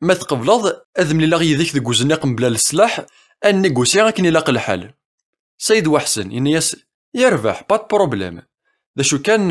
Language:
Kabyle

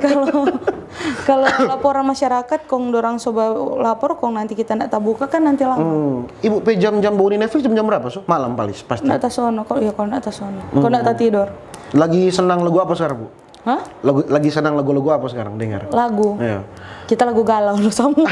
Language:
Manado Malay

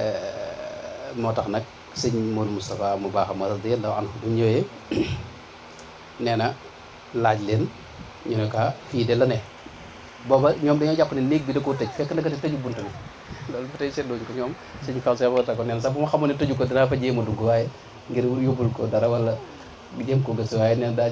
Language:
Wolof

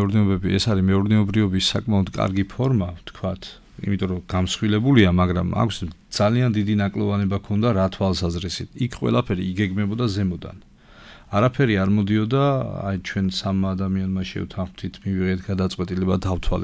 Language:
Georgian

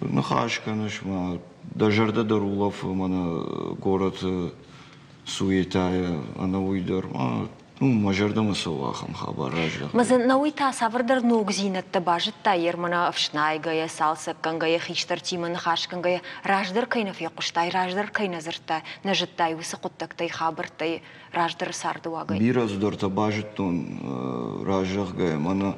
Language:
Ossetic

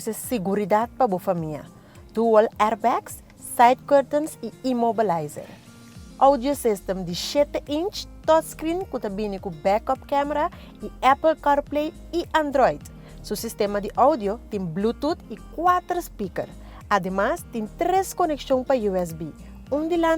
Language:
Papiamento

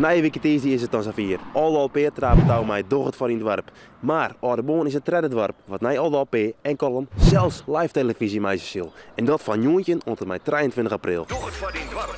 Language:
Western Frisian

